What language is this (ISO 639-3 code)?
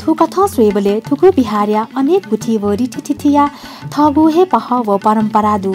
new